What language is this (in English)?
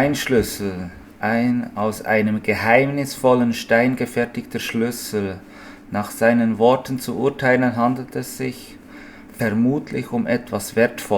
Swiss German